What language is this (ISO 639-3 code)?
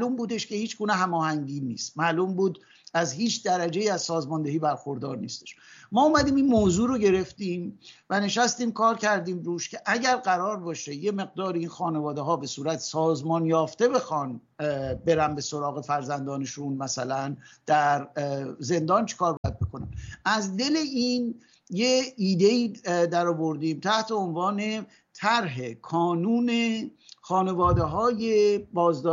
fas